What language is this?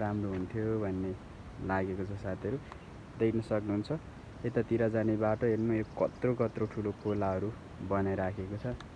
Nepali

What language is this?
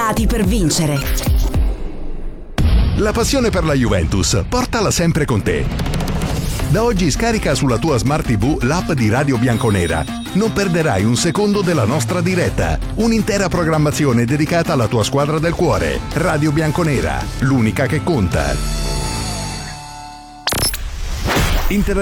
Italian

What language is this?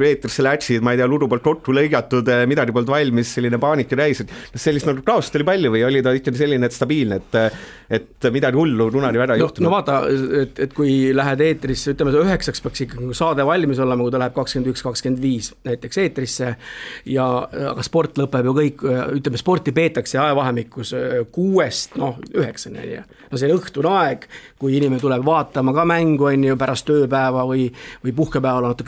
Estonian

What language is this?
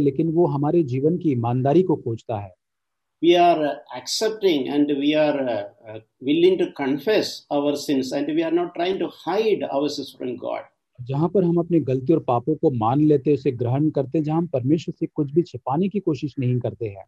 Hindi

